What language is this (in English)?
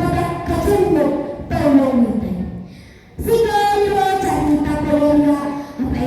Buginese